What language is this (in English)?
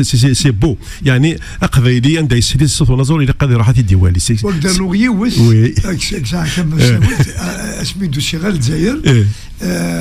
Kabyle